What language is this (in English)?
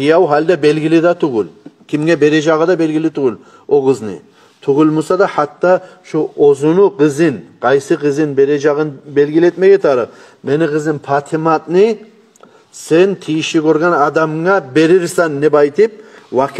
Kumyk